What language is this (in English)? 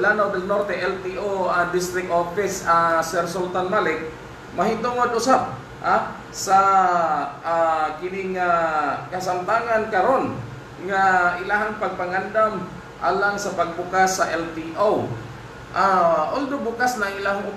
Cebuano